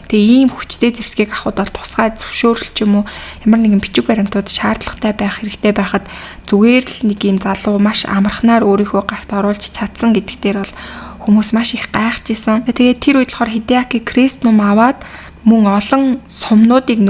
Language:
Mongolian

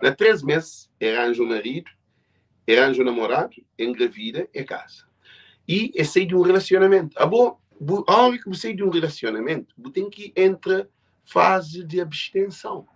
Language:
Kabuverdianu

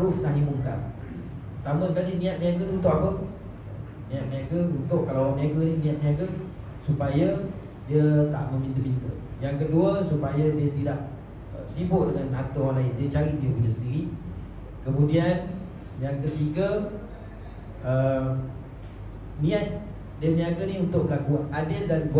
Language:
Malay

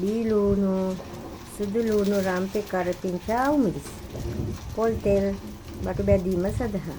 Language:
Sinhala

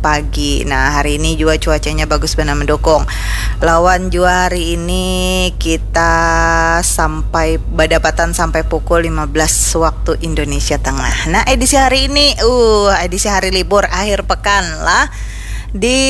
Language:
Banjar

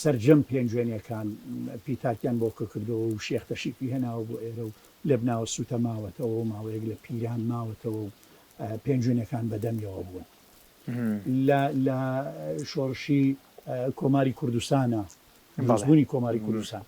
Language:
Central Kurdish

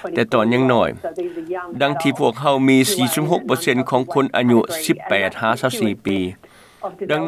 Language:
Lao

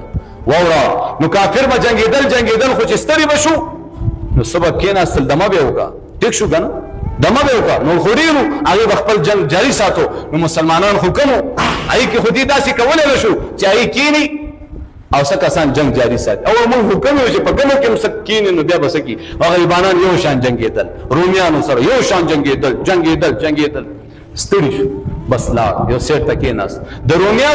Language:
Pashto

